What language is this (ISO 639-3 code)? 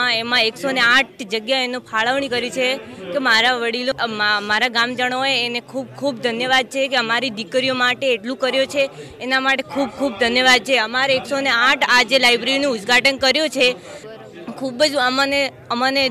guj